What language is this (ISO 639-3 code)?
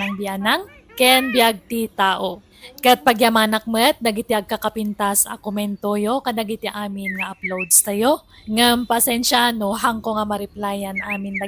ilo